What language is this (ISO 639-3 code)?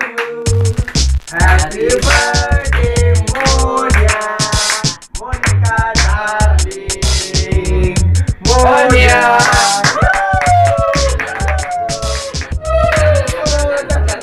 mar